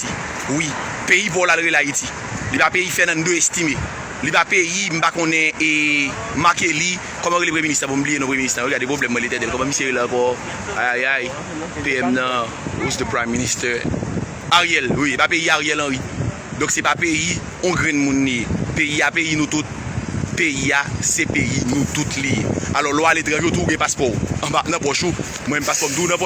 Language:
Haitian Creole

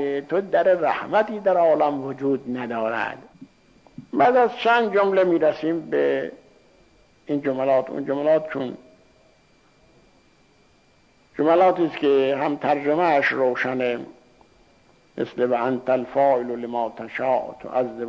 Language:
Persian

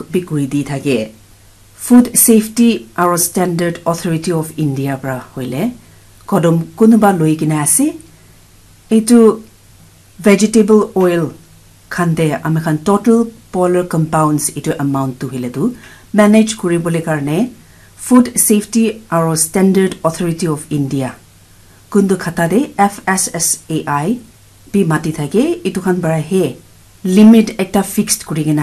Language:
Naga Pidgin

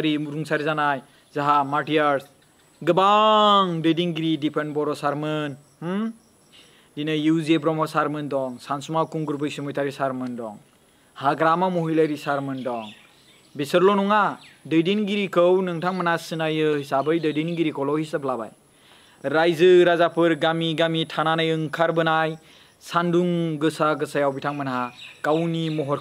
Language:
Bodo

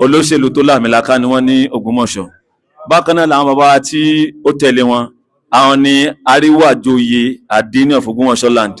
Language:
Yoruba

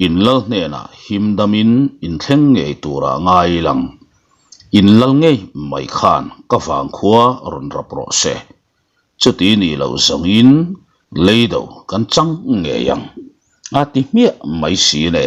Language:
Mizo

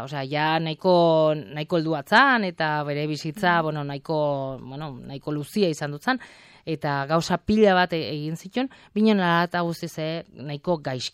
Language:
Basque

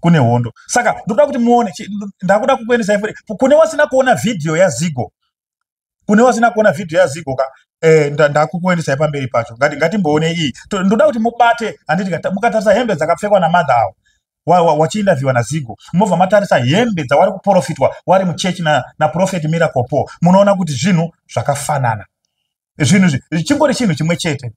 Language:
Shona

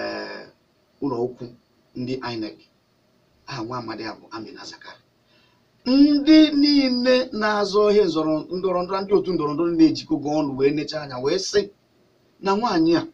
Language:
Igbo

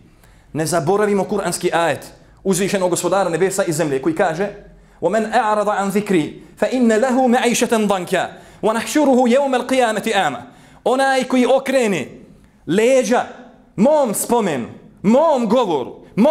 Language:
Bosnian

